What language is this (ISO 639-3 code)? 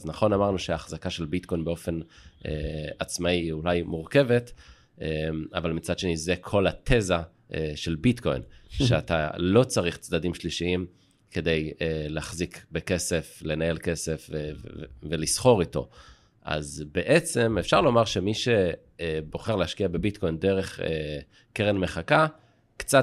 heb